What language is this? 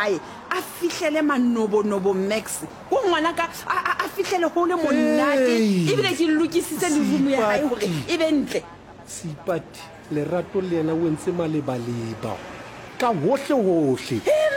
Southern Sotho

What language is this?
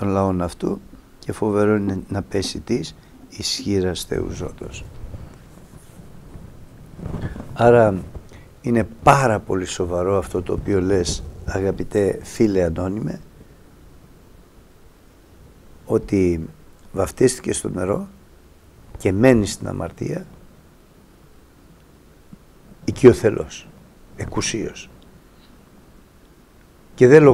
Greek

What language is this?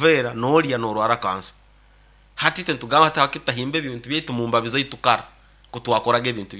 Nyoro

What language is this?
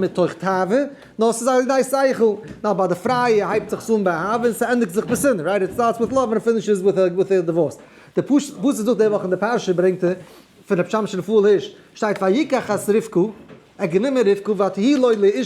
Yiddish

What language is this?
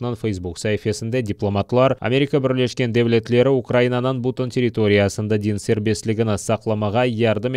Crimean Tatar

